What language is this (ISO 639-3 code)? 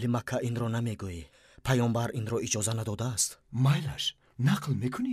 tgk